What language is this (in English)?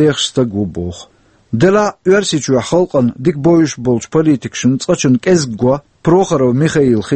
Chechen